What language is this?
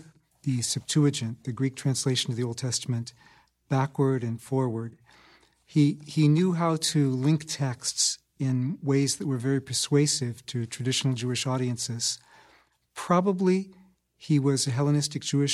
English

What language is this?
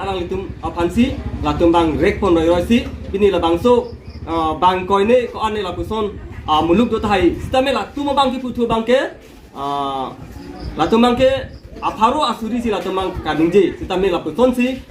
Karbi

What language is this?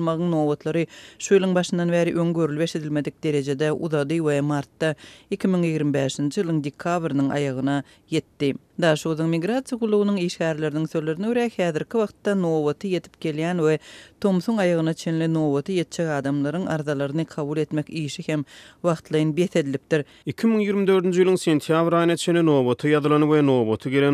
Turkmen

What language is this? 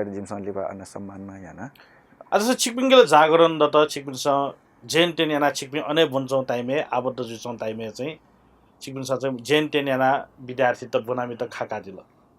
Newari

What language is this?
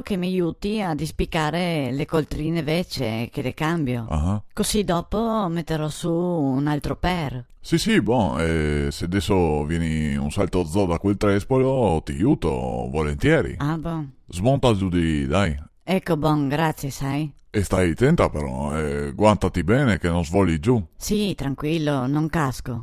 Venetian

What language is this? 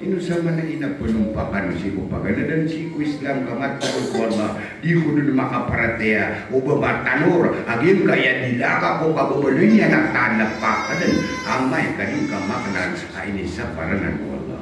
Maranao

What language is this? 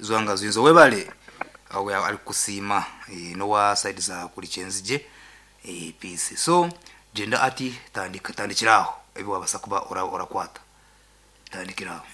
Nyankole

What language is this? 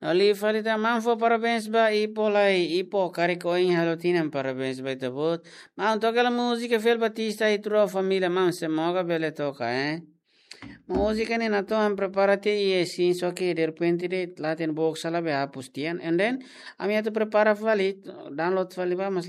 Tetum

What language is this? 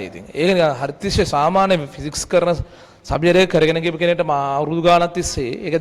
Sinhala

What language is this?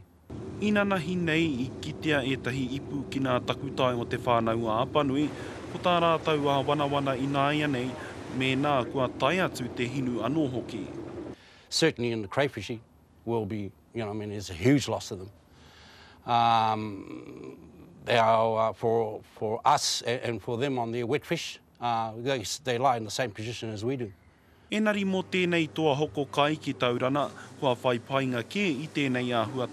Māori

